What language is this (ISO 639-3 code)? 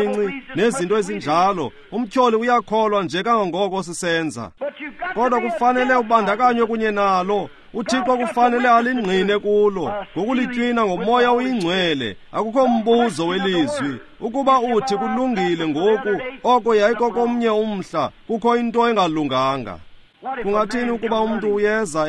xho